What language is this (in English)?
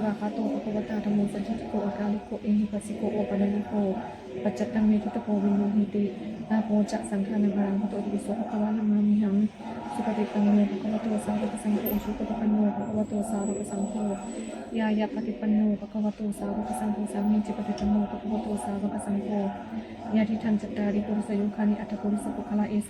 Pali